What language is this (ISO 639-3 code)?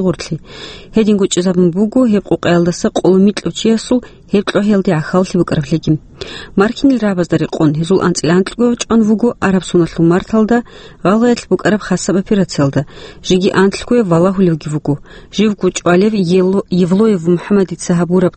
ava